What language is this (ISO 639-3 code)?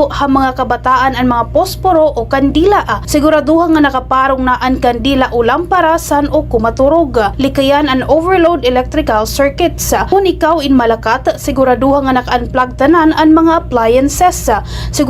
war